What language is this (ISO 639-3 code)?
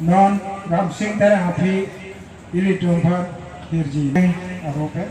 mjw